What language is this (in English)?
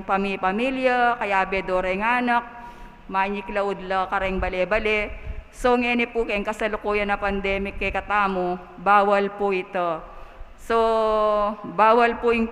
Pampanga